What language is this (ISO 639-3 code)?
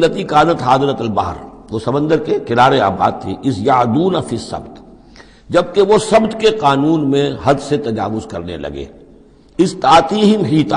urd